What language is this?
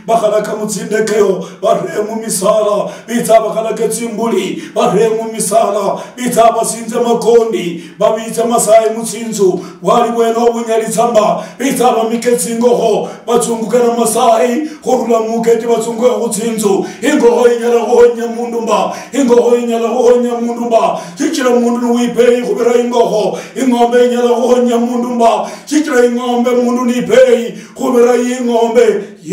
Luyia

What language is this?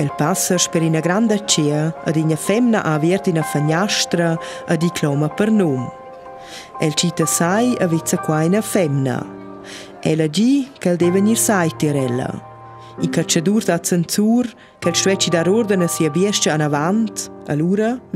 Romansh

